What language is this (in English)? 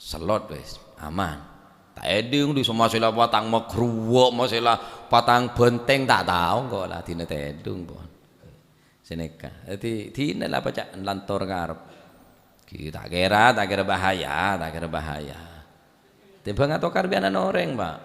Madurese